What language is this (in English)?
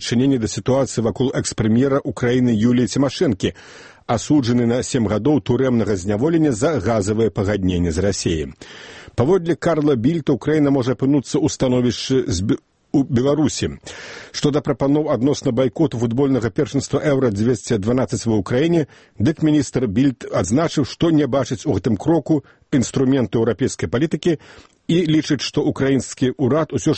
Belarusian